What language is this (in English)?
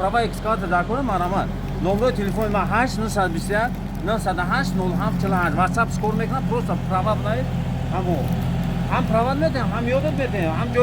Tajik